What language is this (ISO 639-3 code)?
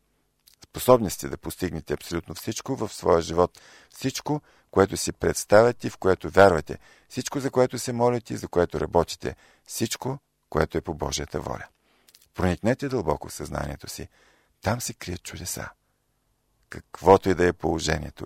bul